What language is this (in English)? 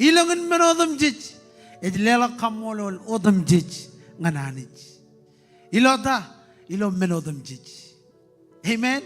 Marshallese